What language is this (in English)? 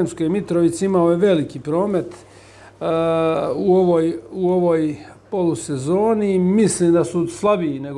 Serbian